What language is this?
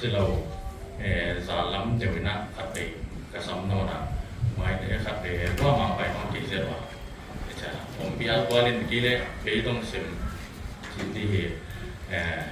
Paite Chin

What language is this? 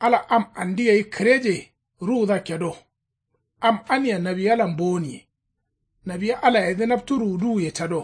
Kanuri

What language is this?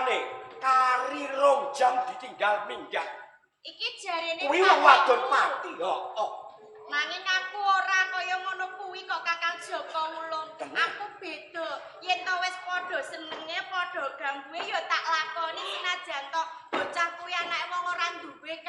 Javanese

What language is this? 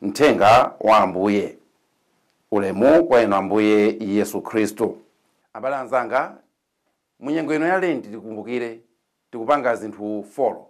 Nyanja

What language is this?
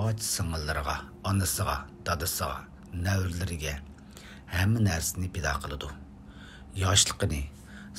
Uyghur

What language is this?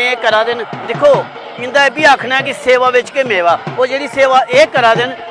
Dogri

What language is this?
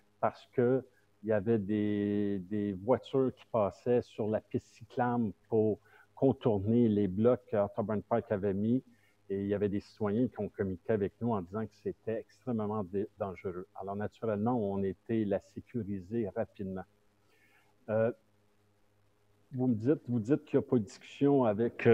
French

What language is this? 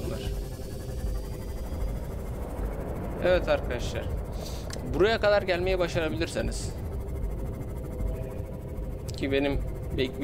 Turkish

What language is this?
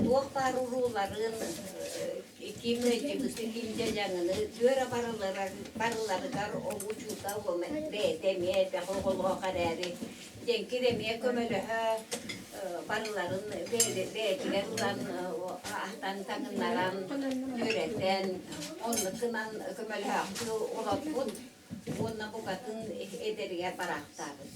Yakut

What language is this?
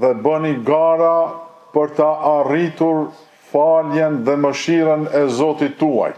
Albanian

